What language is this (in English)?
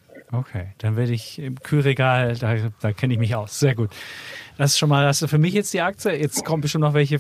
German